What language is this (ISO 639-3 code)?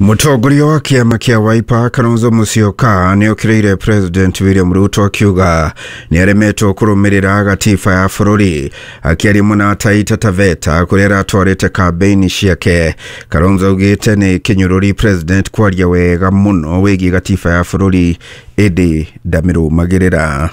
kik